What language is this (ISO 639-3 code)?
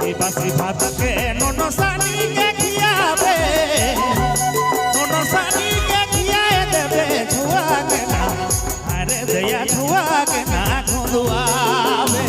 sck